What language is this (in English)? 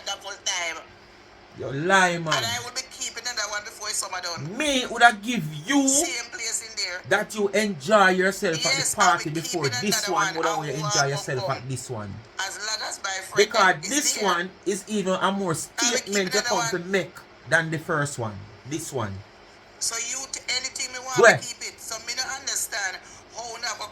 Jamaican Creole English